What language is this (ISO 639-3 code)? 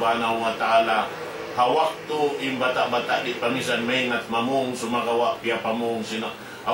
tsg